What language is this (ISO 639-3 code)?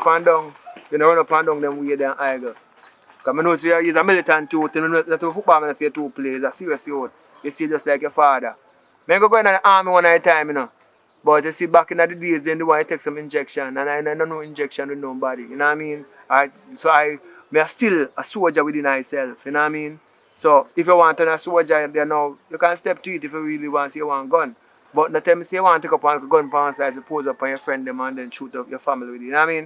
jam